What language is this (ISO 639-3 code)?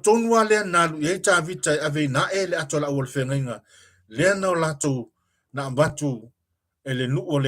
smo